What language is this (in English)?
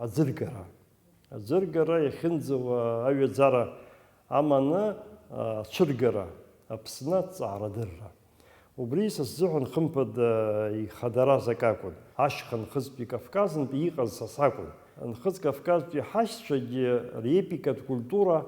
Abkhazian